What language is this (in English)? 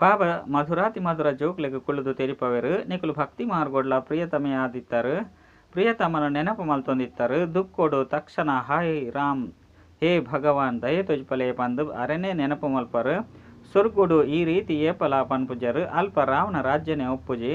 Tulu